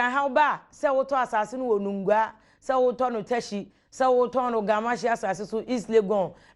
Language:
Akan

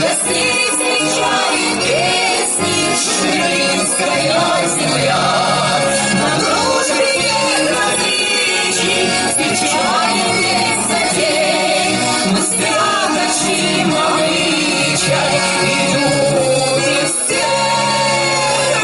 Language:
Chuvash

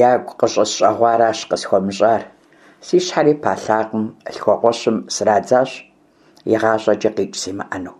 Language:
Kabardian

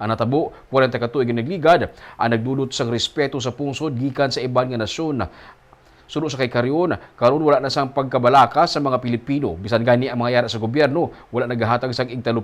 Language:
Hiligaynon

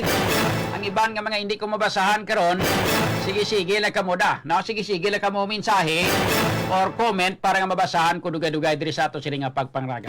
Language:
Hiligaynon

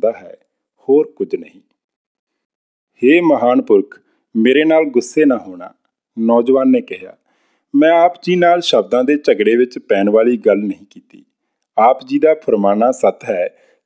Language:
Punjabi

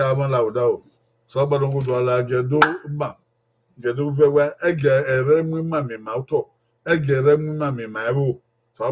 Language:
Bini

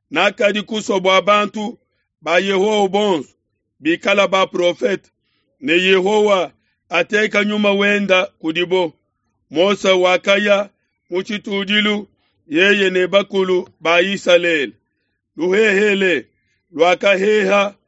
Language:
Luba-Lulua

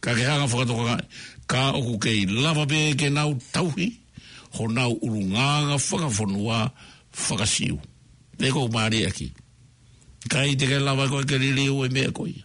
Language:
Tongan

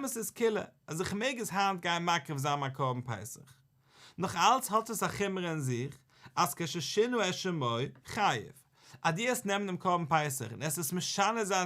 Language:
Yiddish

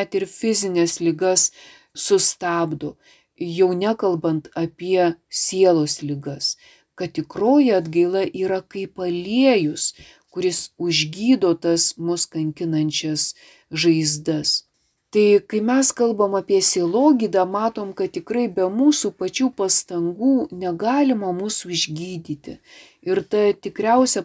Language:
Lithuanian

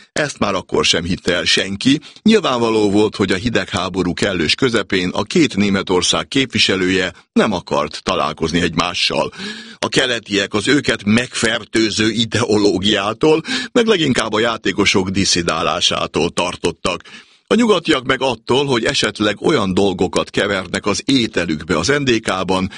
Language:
Hungarian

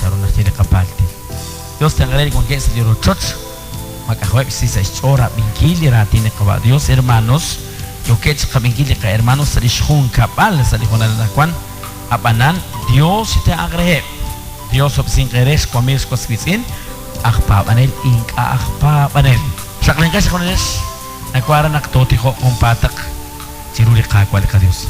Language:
Kekchí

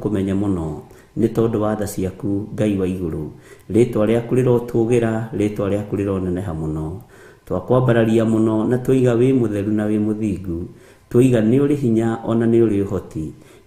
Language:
Kikuyu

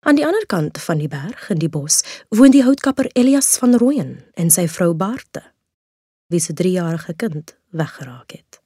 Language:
Afrikaans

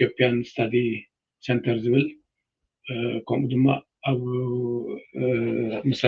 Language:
Tigrinya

